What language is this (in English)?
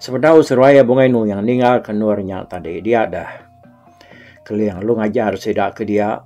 Iban